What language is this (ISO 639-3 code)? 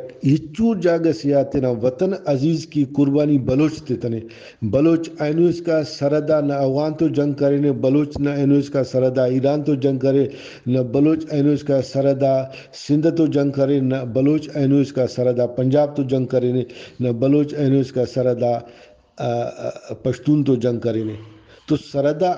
brh